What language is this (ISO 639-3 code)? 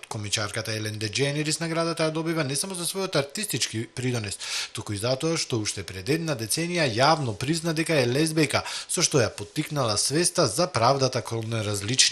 mkd